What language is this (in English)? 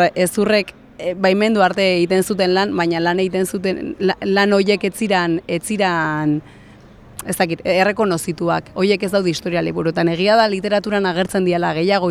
Basque